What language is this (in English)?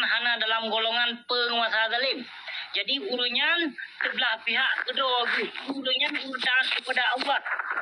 Achinese